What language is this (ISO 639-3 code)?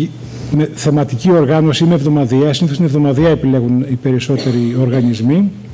ell